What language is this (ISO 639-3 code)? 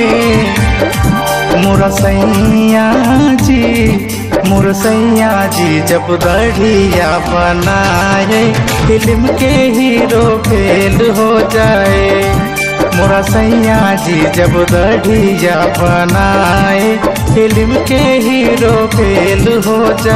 bho